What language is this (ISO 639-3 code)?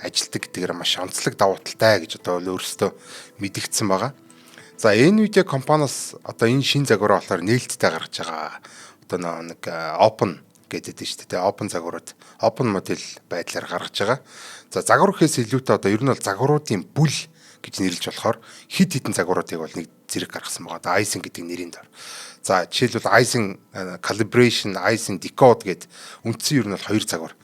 mon